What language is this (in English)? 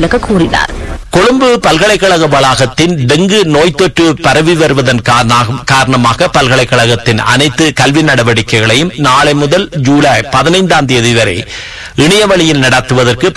Tamil